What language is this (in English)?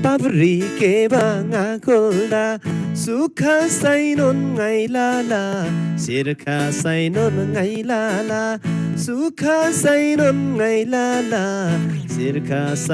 Eastern Tamang